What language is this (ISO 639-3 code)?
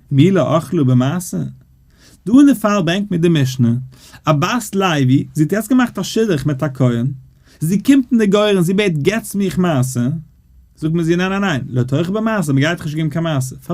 yid